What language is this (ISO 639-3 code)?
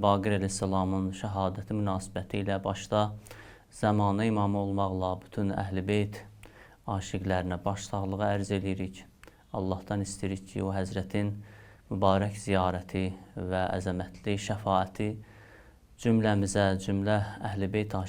aze